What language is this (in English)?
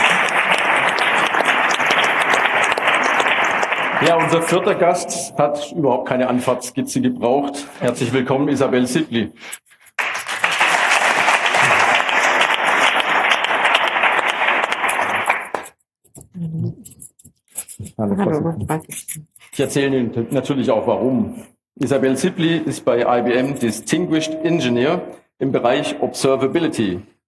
German